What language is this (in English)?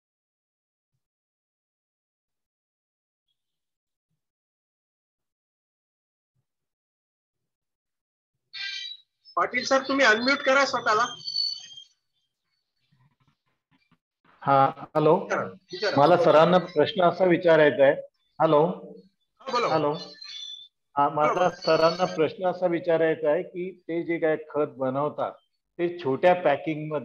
Marathi